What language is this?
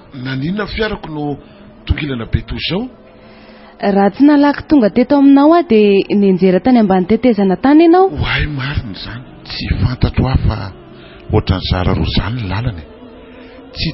Malagasy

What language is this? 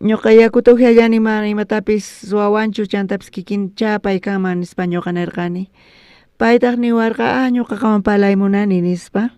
South Bolivian Quechua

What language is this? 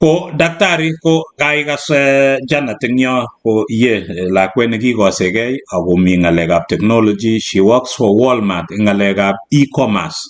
Kalenjin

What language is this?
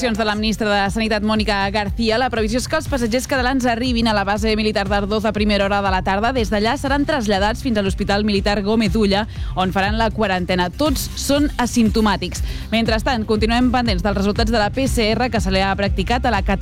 Catalan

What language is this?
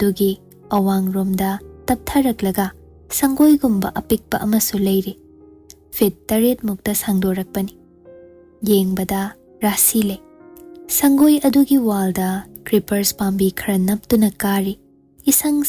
Manipuri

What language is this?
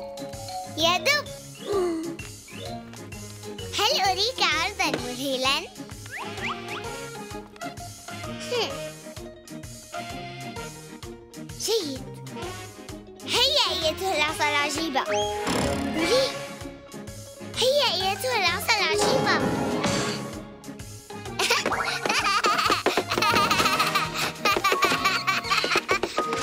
Arabic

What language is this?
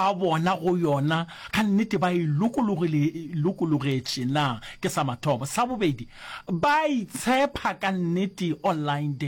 Northern Sotho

